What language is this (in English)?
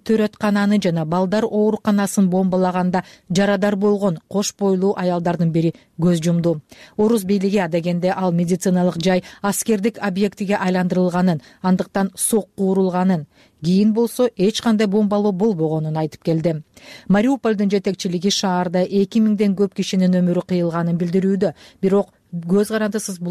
Kyrgyz